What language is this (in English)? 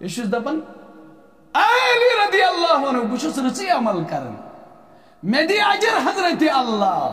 Kashmiri